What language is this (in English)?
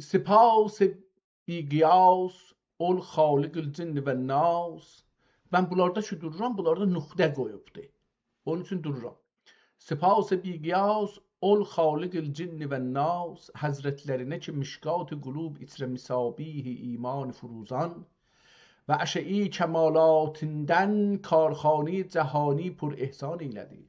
South Azerbaijani